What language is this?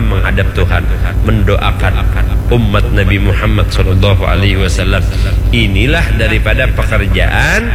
Banjar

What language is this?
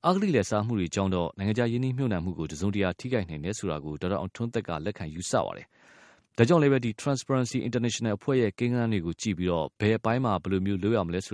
Burmese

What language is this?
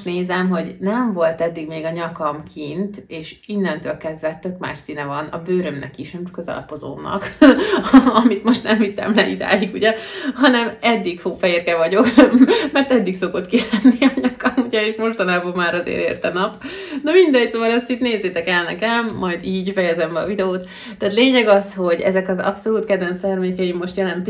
Hungarian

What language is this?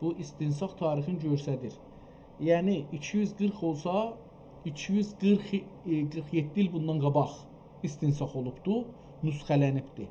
South Azerbaijani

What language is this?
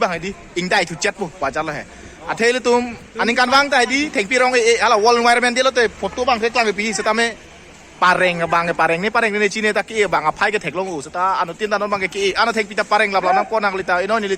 Karbi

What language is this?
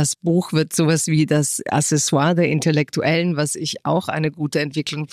German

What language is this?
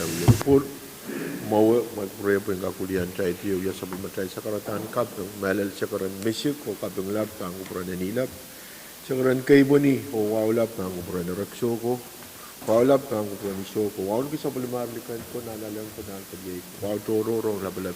Pohnpeian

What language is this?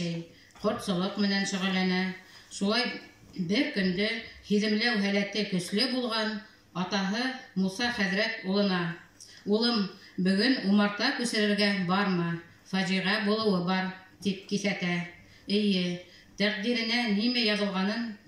Bashkir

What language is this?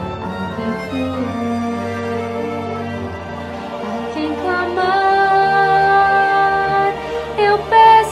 Portuguese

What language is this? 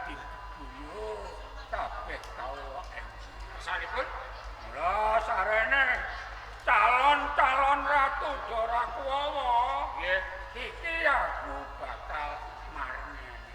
Javanese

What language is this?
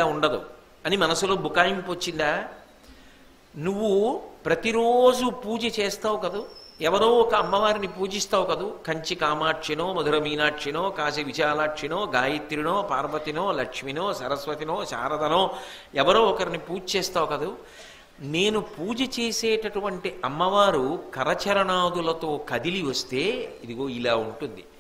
Telugu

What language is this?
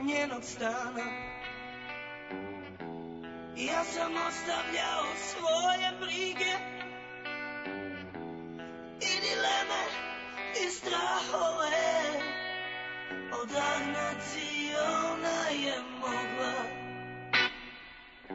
Serbian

